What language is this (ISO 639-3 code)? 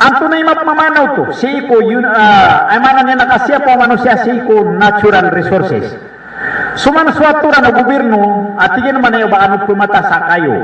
mrw